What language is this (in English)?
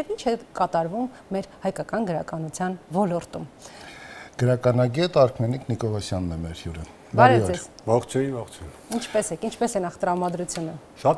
Armenian